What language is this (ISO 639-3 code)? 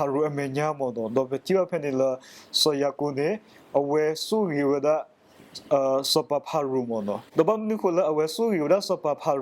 ksw